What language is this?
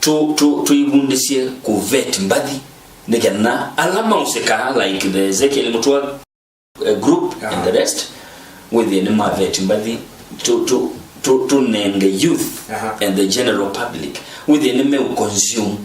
Kamba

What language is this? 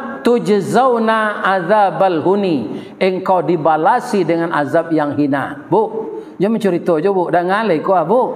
Minangkabau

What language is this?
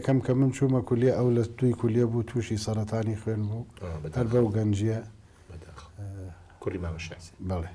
Central Kurdish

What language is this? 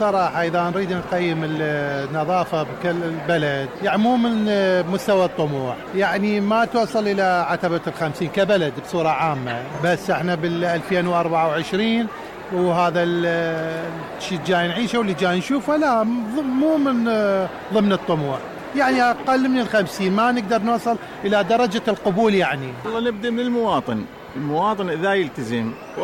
Mesopotamian Arabic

